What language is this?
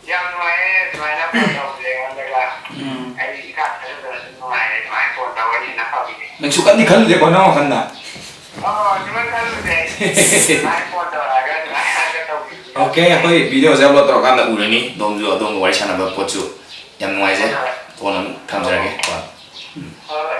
Manipuri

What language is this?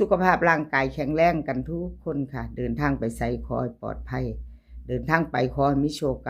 Northeastern Thai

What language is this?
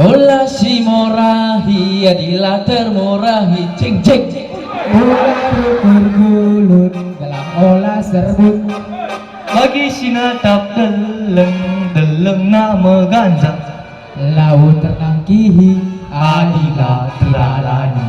Batak Karo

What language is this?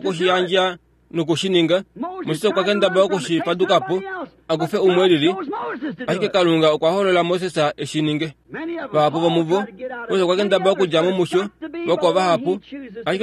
Kuanyama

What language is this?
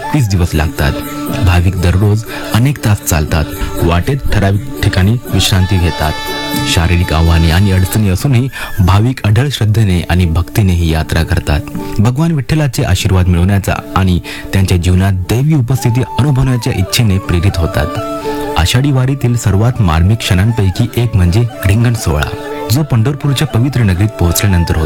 Marathi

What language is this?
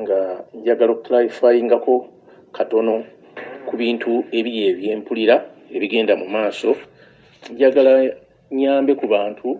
Ganda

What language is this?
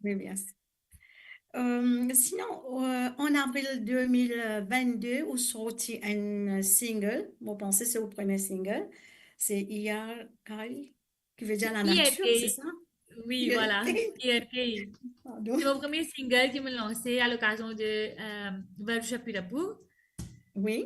Morisyen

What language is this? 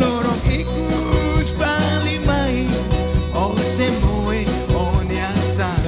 Tetum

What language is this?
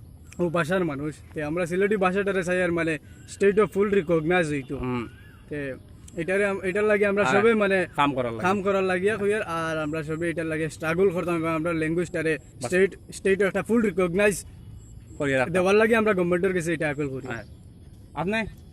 Sylheti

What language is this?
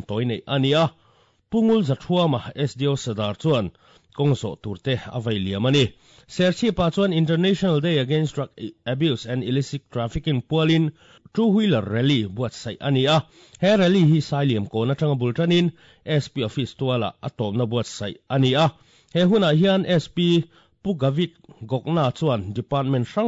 Mizo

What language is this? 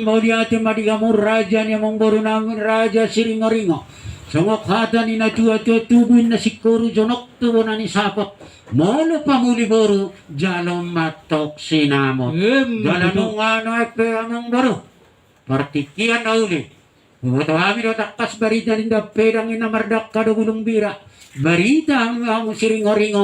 Batak Toba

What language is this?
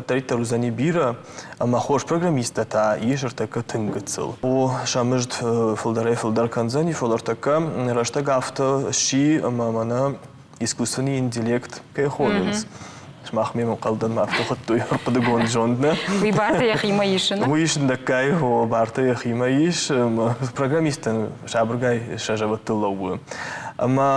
Ossetic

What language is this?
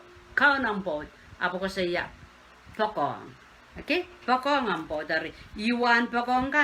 Pohnpeian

